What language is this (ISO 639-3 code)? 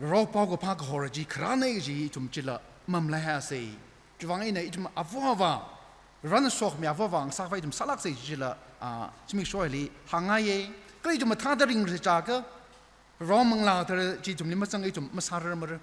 nmf